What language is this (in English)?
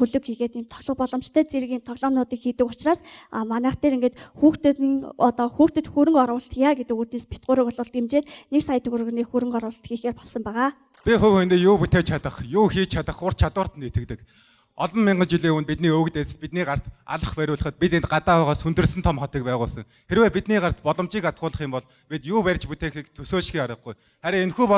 Mongolian